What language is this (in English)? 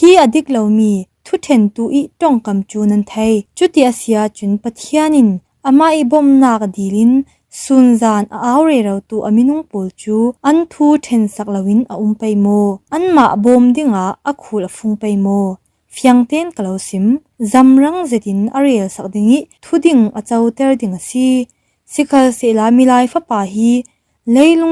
Falam Chin